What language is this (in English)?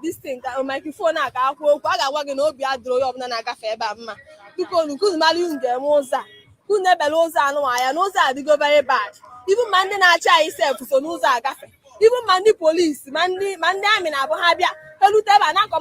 Igbo